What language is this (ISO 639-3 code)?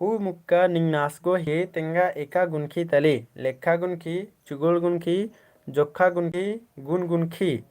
kru